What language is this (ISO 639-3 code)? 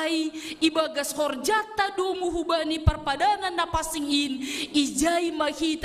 bts